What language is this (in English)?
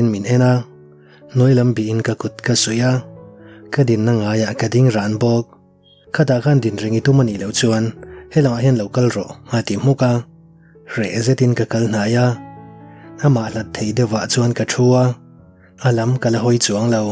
Mizo